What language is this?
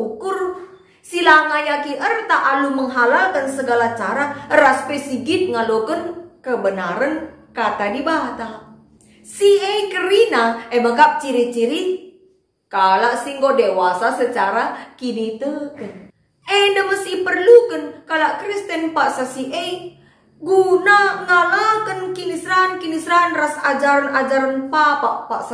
Batak Karo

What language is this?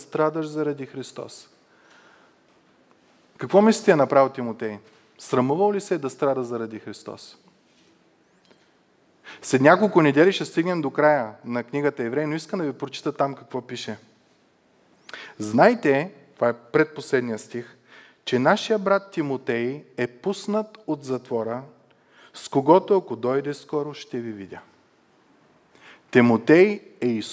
Bulgarian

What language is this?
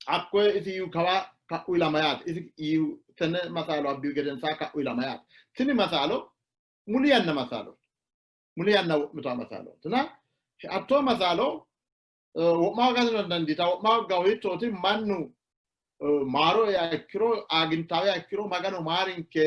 Sidamo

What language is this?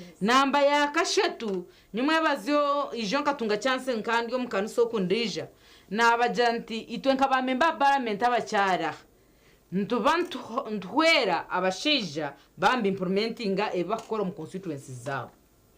Nyankole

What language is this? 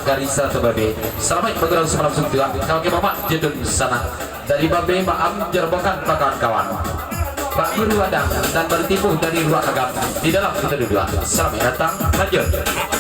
Minangkabau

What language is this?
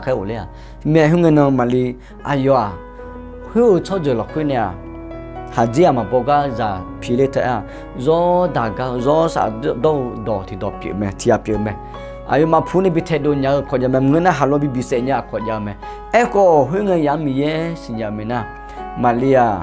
Akha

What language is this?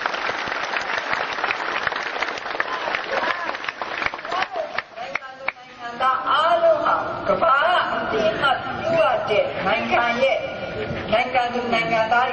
Burmese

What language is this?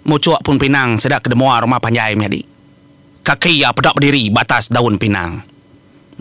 Iban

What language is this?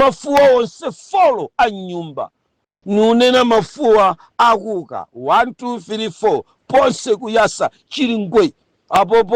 Nyanja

